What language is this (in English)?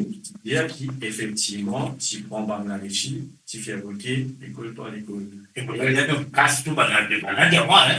Morisyen